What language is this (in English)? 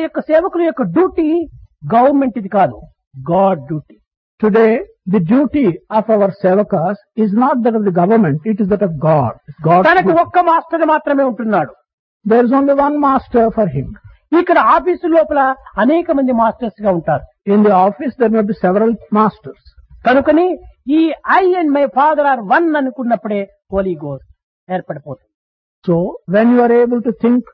Telugu